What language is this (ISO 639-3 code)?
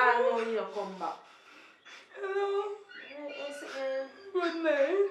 jam